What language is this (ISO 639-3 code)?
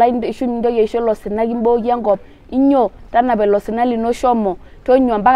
mas